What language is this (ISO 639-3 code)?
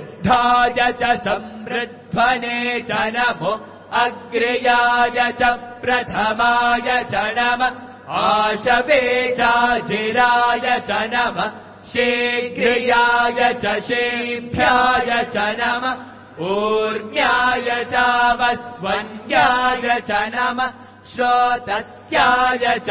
san